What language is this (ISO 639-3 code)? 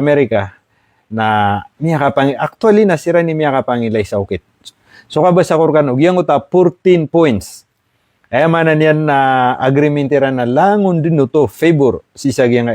mrw